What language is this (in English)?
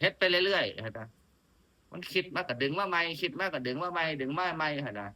Northeastern Thai